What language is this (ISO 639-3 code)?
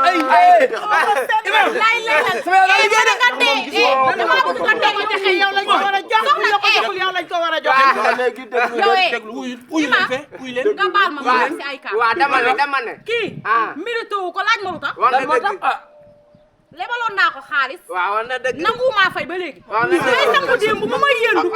wol